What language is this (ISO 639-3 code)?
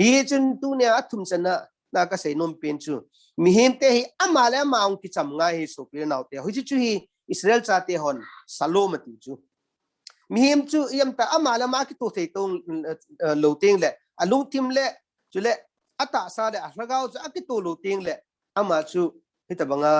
tcz